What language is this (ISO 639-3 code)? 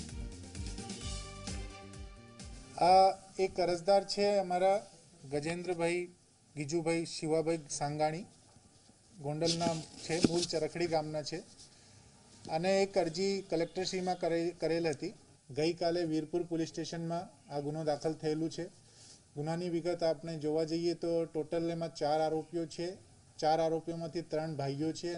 guj